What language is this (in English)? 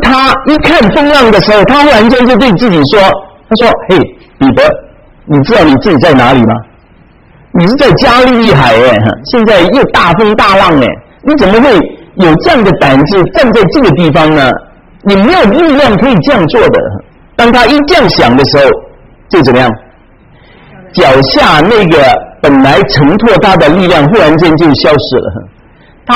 Chinese